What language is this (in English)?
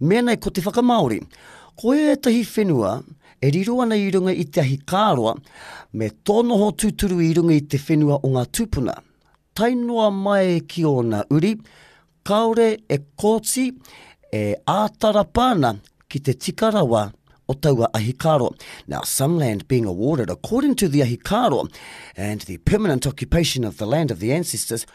Māori